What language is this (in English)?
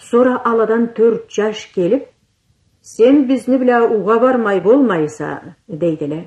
Karachay-Balkar